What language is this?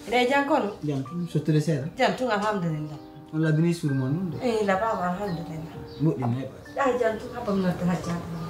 Pular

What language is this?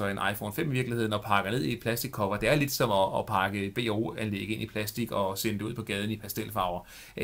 Danish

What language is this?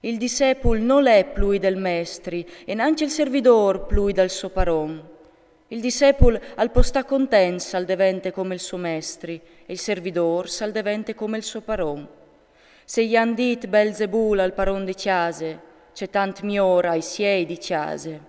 Friulian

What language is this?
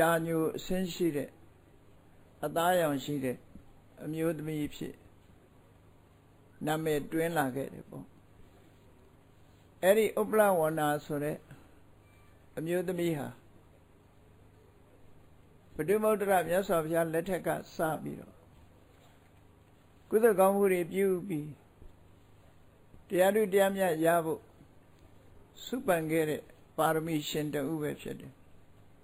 Burmese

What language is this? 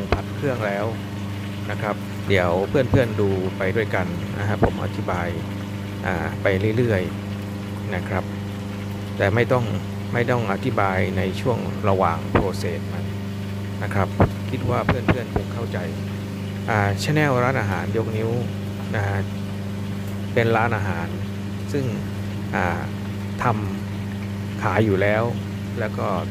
Thai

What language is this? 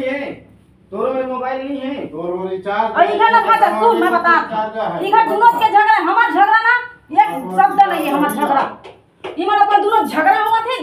Chhattisgarhi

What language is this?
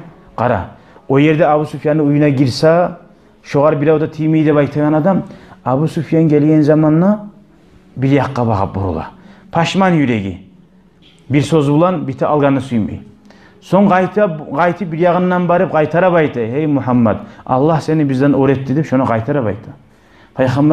Kumyk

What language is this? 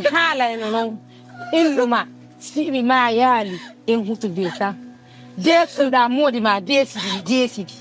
Fula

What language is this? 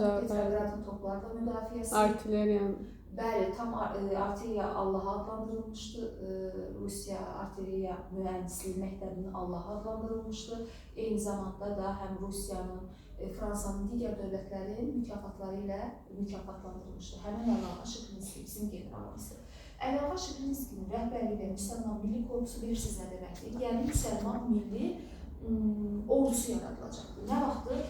Azerbaijani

